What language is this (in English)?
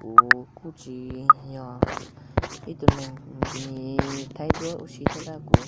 Hmong